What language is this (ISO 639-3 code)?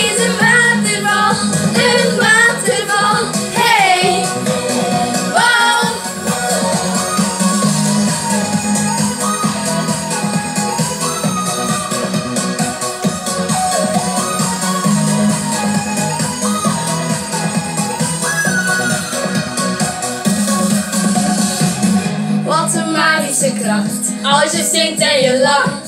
nld